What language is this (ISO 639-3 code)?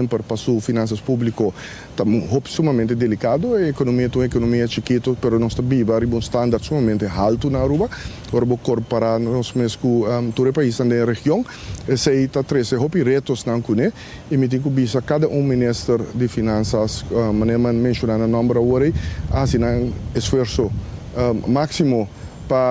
pap